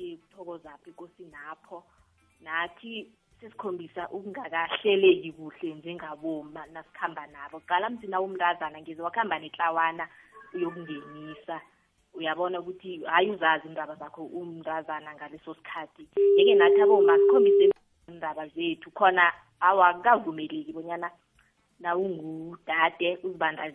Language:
South Ndebele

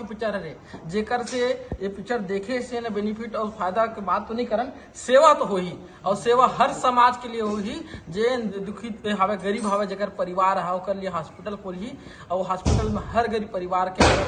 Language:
Chhattisgarhi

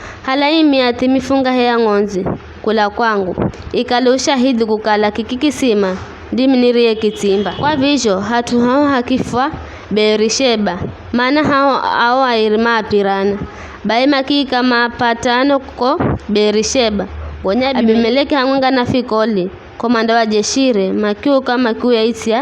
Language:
Giryama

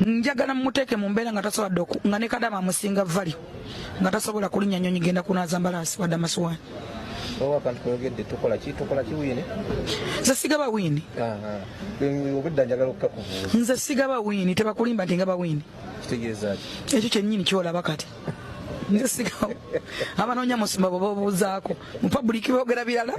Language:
Ganda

